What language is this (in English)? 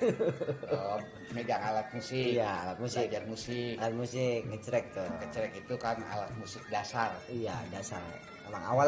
Betawi